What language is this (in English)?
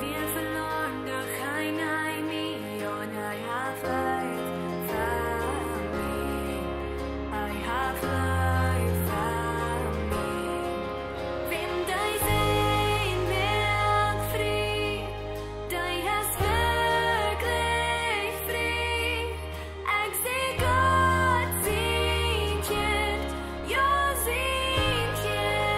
Plautdietsch